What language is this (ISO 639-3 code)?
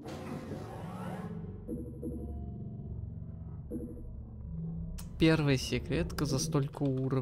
rus